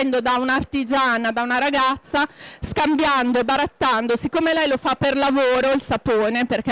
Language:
Italian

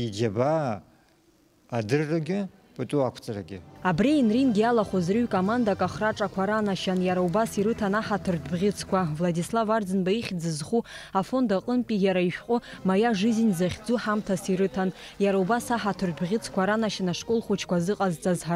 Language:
Abkhazian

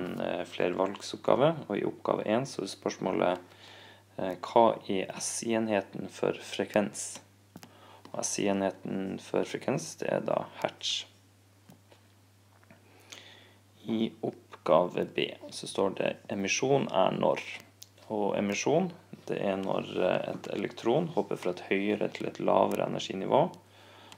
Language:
Norwegian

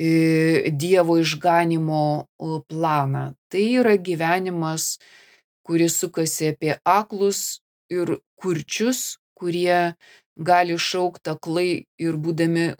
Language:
Lithuanian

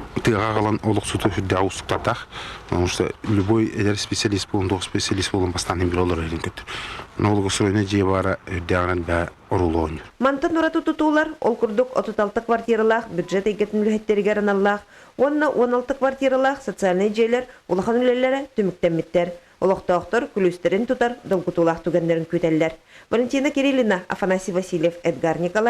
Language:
Yakut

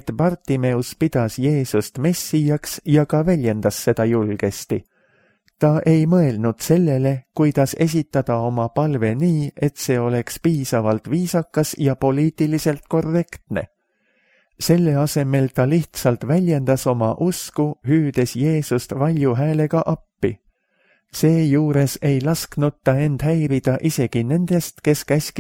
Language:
Estonian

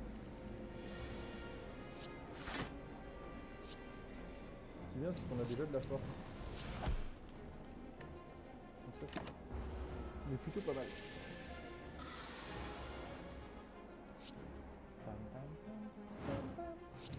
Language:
French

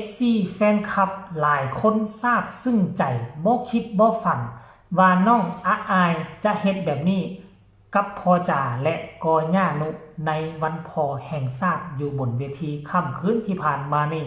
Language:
Northeastern Thai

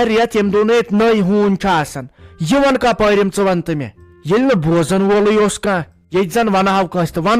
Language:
Kashmiri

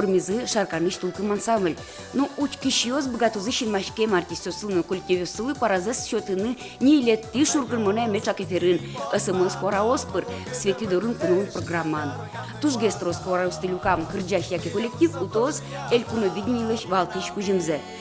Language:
Udmurt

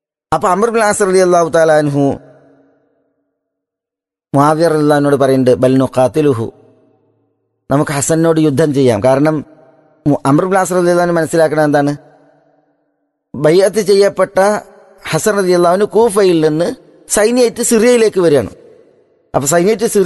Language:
Malayalam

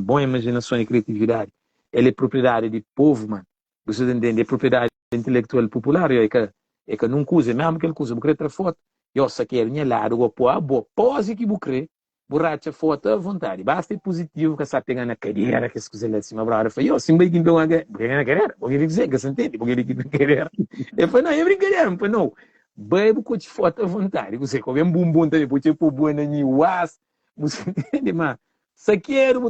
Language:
Kabuverdianu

